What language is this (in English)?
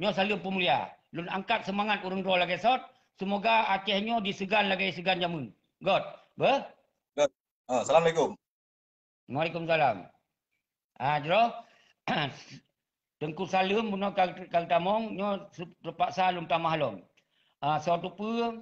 Achinese